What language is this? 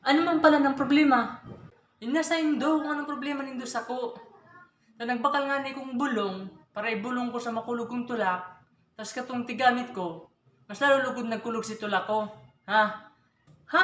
Bikol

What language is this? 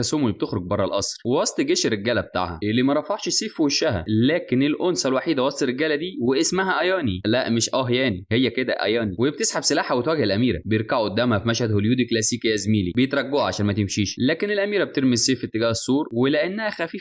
Egyptian Arabic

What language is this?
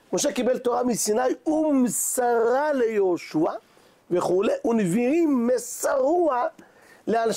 Hebrew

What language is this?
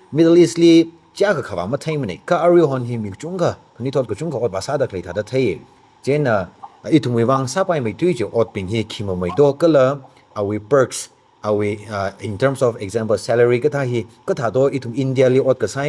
Tangkhul Naga (India)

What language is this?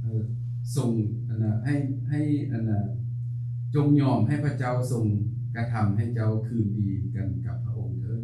Lao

